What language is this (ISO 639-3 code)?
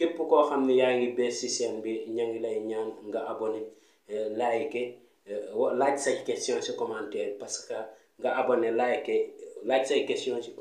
wol